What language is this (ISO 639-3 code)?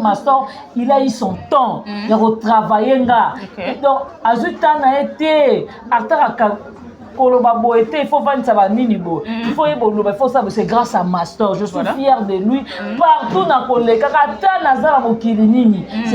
lin